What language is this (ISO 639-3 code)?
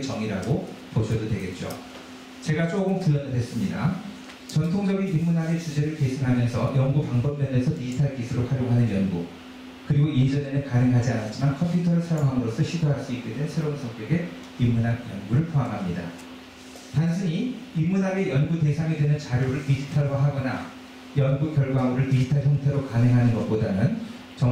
kor